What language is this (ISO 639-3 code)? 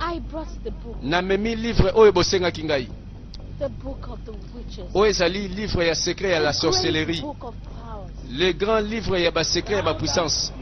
lin